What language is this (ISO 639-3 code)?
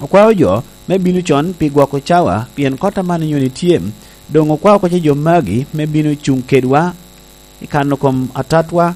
laj